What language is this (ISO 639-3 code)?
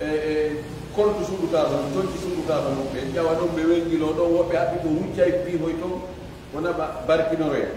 ful